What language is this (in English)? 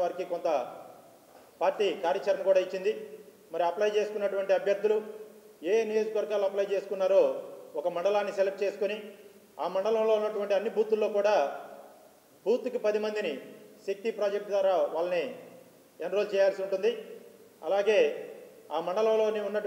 Telugu